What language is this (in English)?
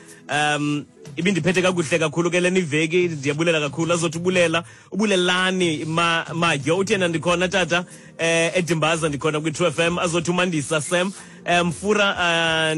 Xhosa